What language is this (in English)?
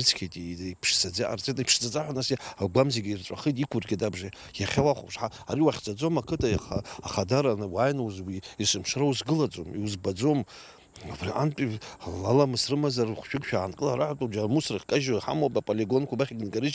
Abkhazian